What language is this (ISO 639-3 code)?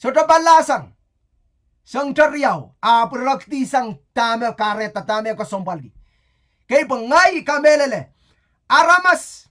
pon